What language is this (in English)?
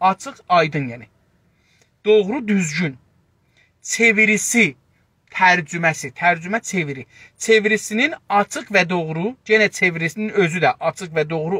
South Azerbaijani